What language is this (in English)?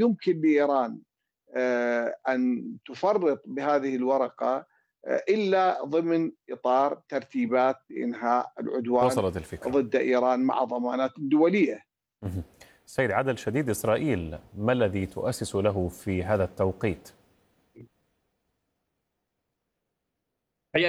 Arabic